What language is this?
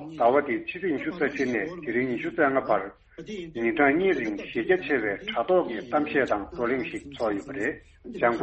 Tibetan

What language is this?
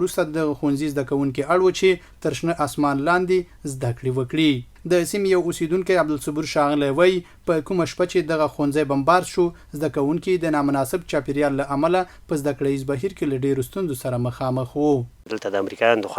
Pashto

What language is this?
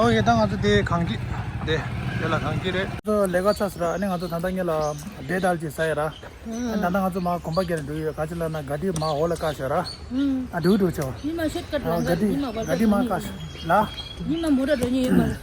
Tibetan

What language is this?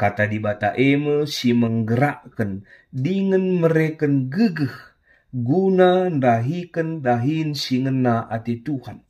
Batak Karo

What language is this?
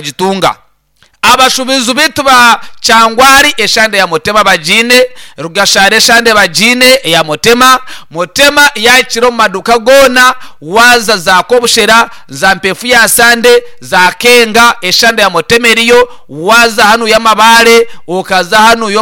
Nyankole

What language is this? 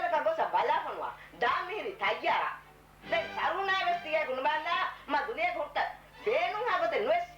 Divehi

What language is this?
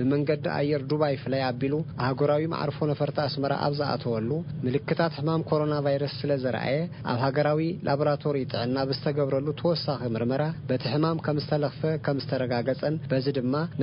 Tigrinya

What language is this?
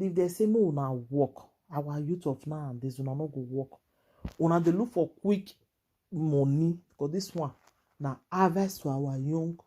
Nigerian Pidgin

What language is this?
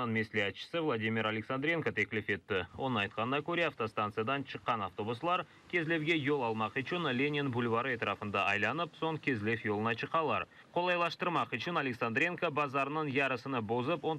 Crimean Tatar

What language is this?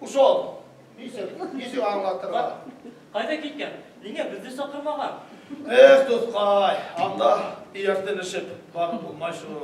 Bashkir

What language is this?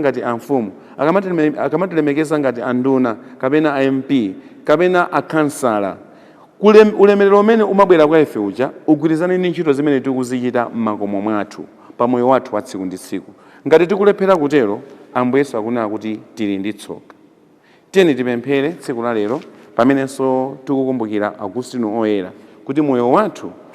Nyanja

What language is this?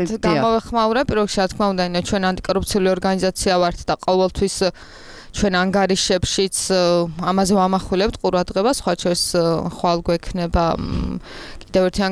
Georgian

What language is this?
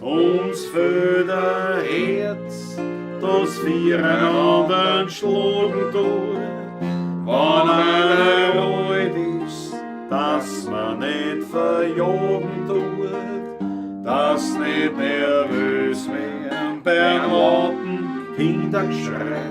Bavarian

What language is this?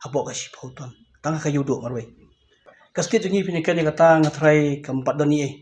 Khasi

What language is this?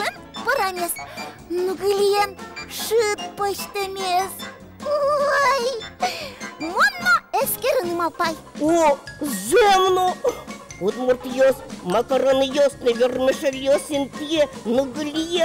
Udmurt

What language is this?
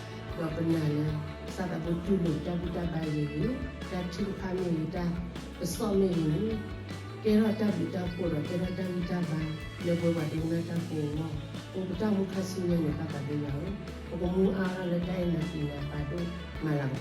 S'gaw Karen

